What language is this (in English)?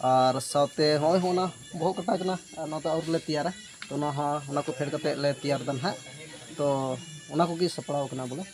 Santali